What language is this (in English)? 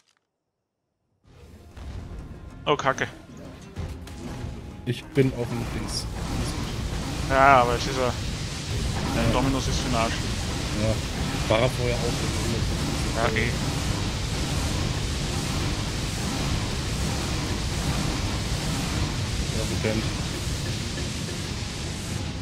German